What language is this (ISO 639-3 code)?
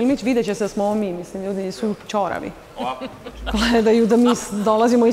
srp